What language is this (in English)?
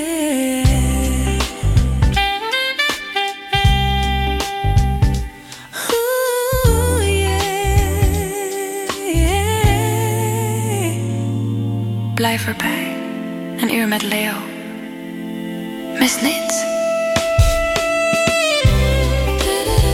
Dutch